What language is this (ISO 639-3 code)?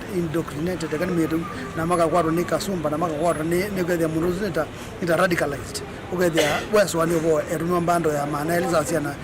kam